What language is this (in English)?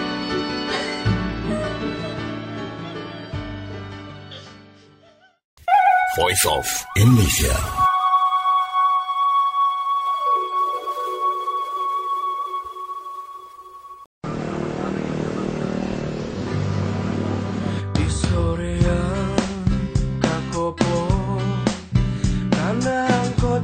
Indonesian